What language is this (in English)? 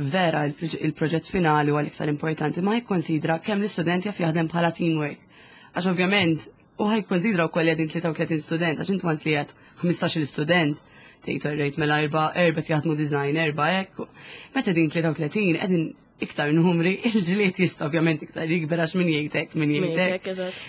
Maltese